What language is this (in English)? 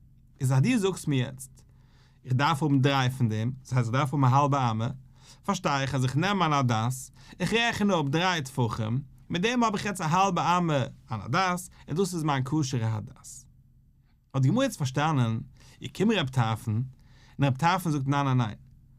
Yiddish